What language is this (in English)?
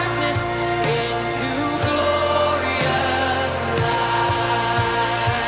Faroese